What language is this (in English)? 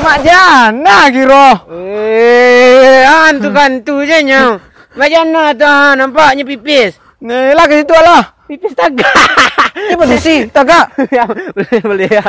Minangkabau